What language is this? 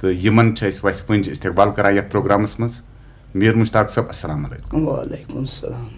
Kashmiri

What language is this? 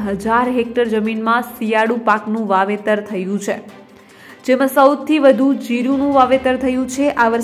Gujarati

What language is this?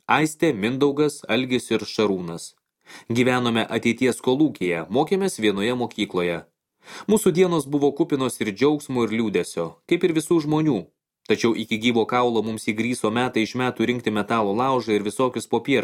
Lithuanian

